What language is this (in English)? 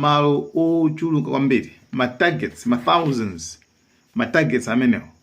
Nyanja